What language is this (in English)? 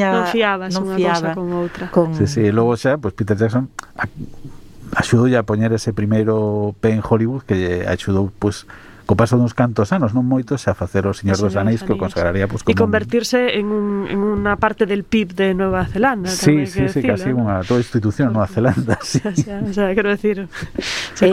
Galician